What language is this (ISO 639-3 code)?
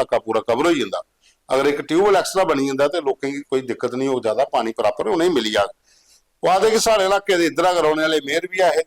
doi